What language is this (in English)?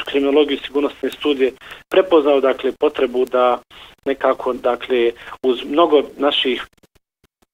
Bosnian